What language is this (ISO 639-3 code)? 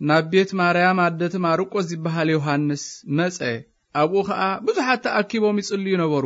tir